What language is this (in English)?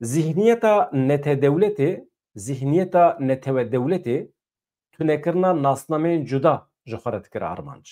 Kurdish